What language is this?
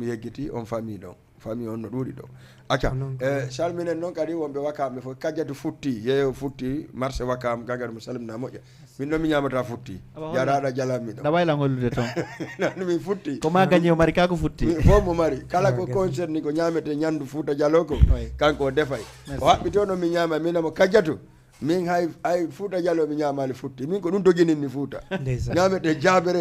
Fula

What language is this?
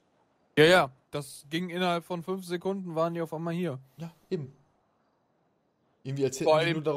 German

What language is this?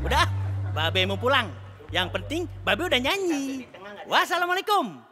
Betawi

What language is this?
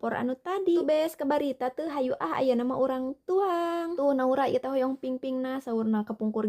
Sundanese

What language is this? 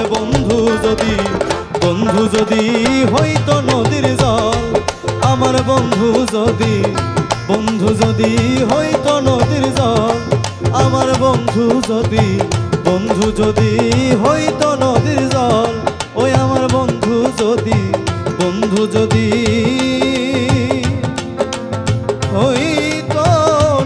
Bangla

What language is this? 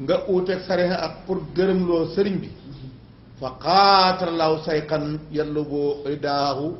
Wolof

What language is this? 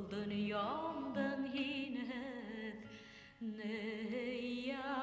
Bashkir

